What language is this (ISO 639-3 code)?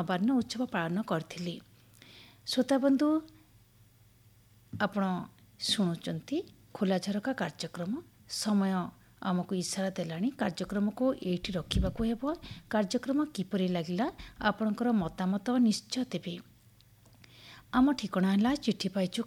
ori